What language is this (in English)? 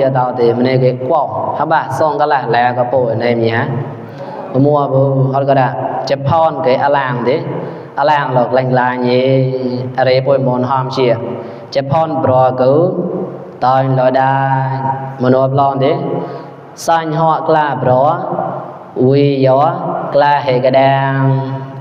Mon